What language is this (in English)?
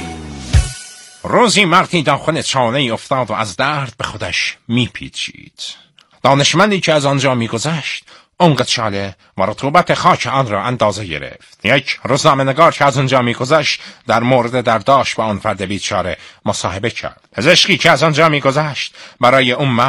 Persian